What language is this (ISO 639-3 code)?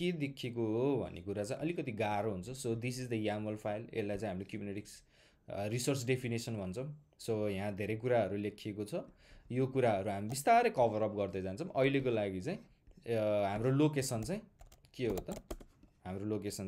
nep